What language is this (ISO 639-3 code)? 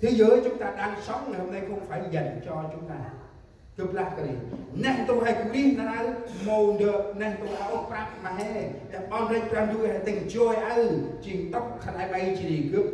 cmo